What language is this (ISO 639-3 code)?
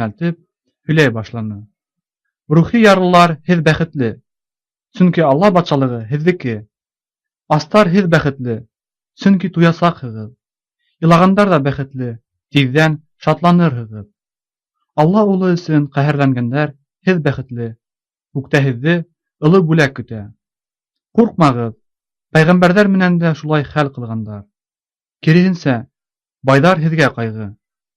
bak